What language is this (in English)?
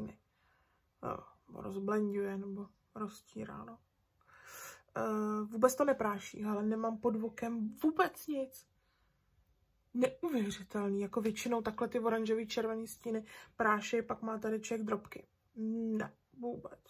Czech